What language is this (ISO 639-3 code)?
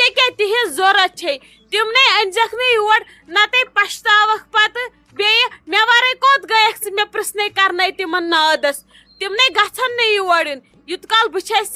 kas